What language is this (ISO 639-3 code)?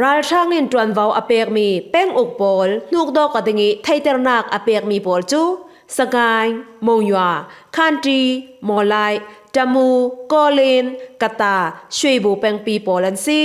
cfm